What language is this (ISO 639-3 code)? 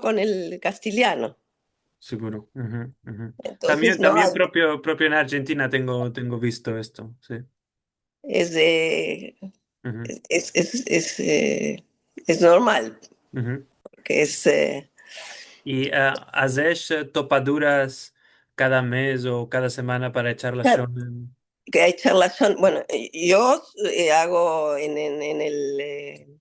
lad